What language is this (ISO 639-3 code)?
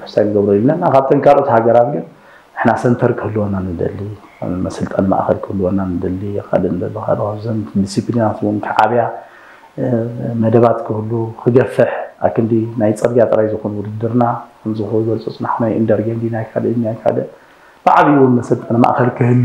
tir